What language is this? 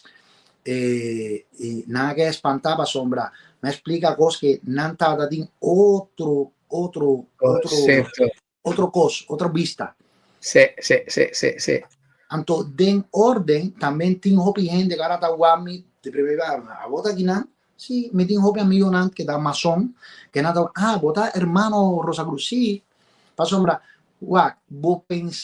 Papiamento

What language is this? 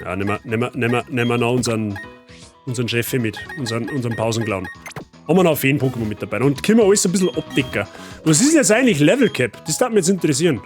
Bavarian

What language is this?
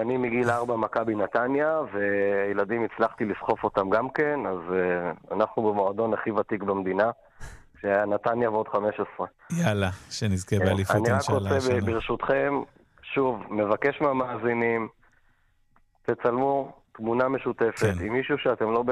Hebrew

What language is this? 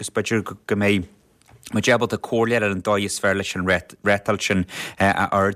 Irish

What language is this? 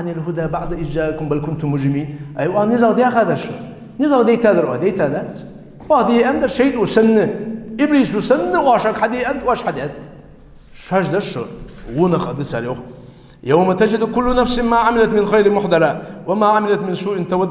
Ingush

